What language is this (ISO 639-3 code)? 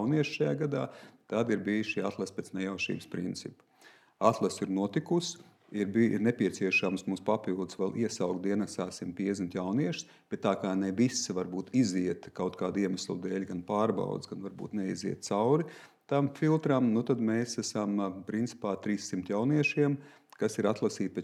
lav